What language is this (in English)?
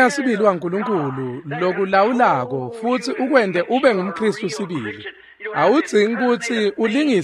Swati